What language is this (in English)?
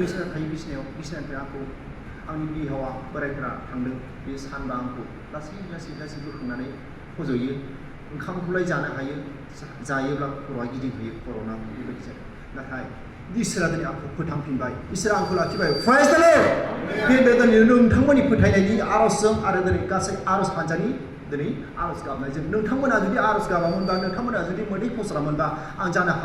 Bodo